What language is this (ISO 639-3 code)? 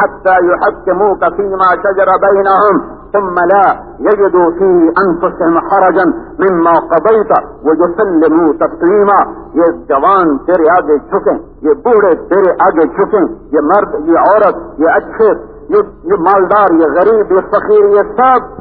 urd